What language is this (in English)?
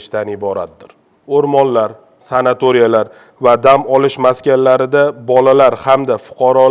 Uzbek